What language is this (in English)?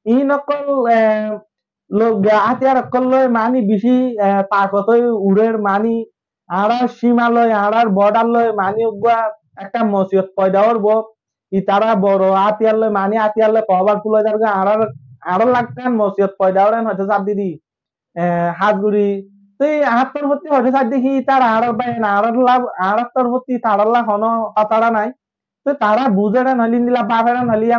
Rohingya